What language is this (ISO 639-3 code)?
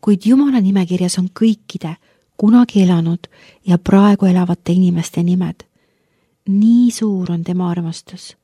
est